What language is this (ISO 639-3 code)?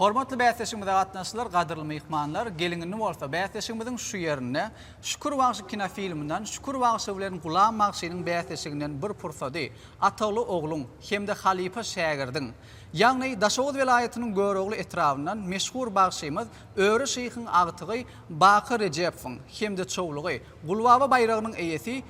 tuk